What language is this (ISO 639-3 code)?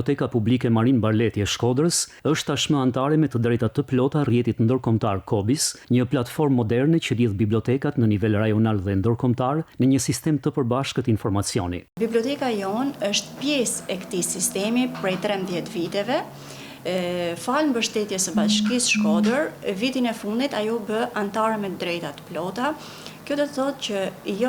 sqi